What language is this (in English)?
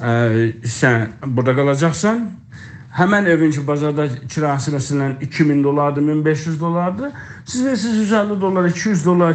South Azerbaijani